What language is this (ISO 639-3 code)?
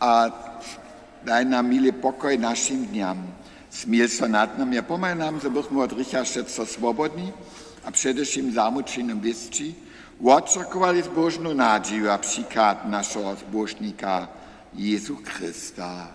hsb